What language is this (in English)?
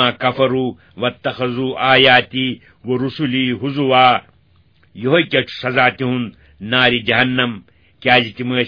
Kashmiri